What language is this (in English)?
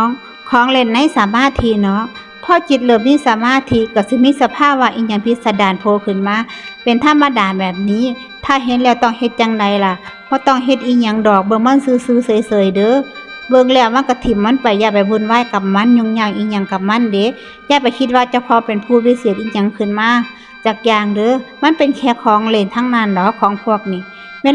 Northeastern Thai